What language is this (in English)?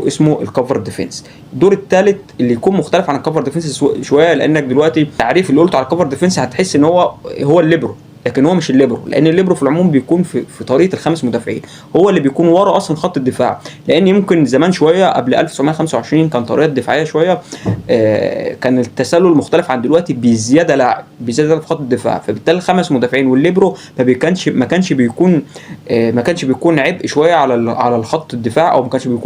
Egyptian Arabic